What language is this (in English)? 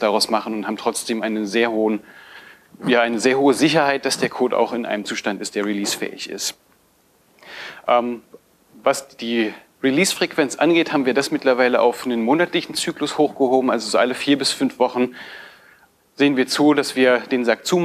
German